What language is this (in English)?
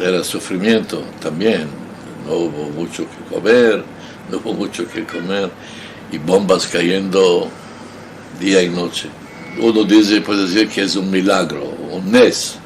Ladino